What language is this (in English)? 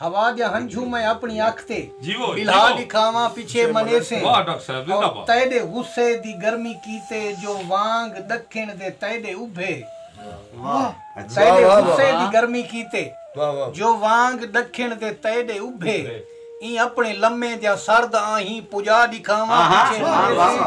Saraiki